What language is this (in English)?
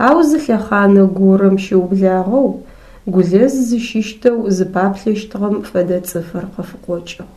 Adyghe